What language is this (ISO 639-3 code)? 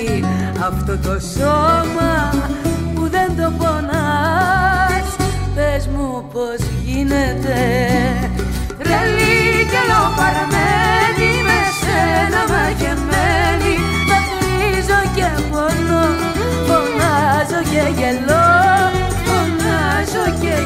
ell